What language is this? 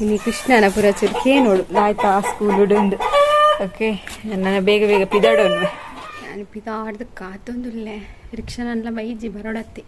Tulu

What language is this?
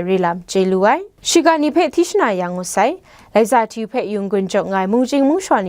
Kachin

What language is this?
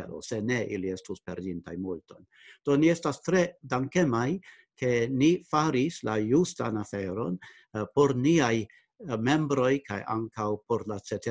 Esperanto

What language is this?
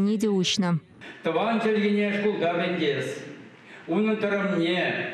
Chuvash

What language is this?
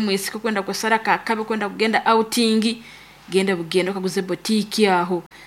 Nyoro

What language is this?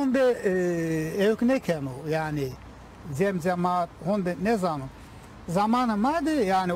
Zaza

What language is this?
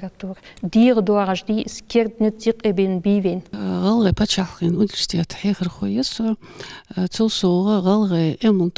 Ingush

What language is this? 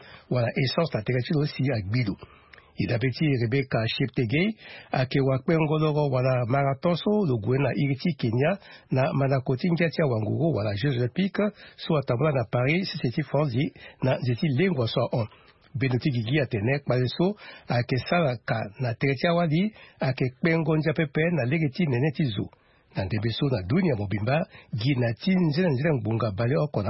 Sango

